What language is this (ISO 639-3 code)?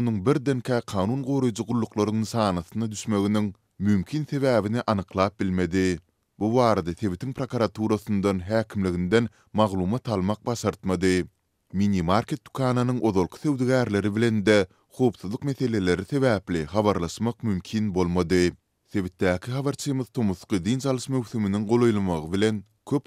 tuk